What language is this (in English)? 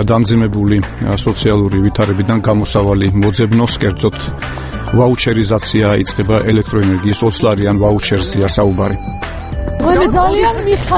Georgian